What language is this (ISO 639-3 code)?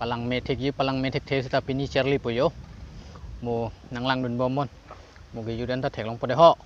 mjw